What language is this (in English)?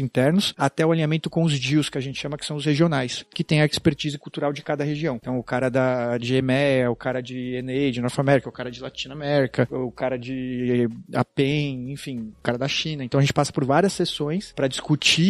Portuguese